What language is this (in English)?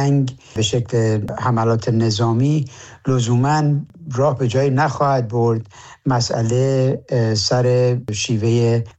Persian